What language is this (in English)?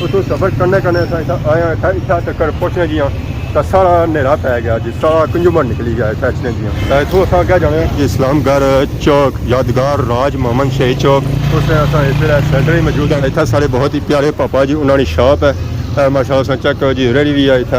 Pahari-Potwari